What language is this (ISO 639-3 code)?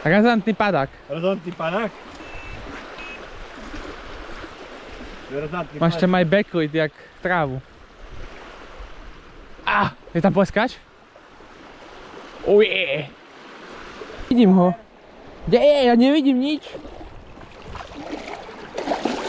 slk